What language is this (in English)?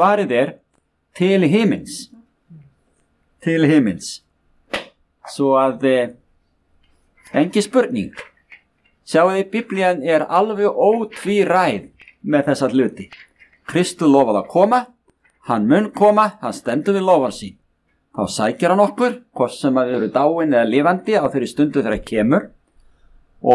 Icelandic